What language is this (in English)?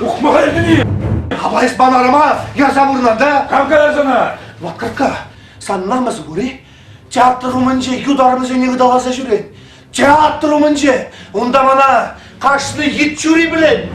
Chuvash